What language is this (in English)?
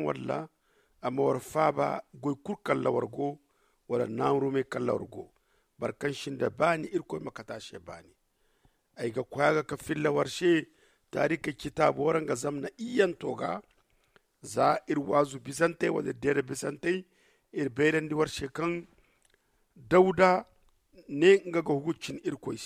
Zarma